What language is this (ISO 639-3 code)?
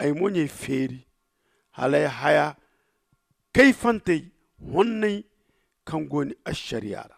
dje